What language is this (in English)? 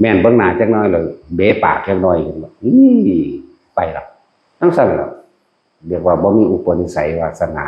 Northeastern Thai